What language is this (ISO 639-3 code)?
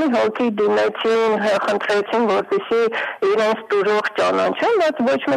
hye